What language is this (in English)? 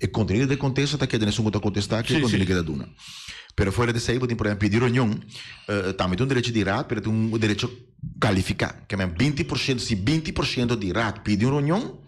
Papiamento